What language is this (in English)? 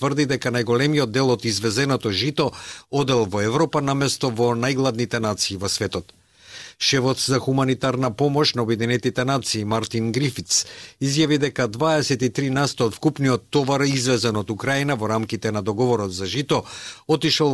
Macedonian